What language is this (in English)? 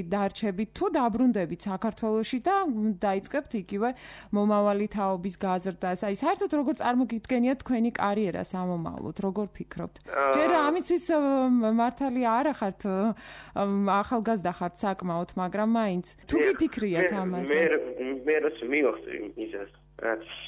Georgian